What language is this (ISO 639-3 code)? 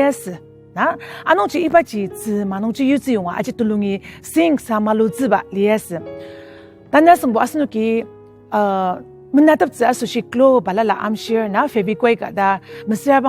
njo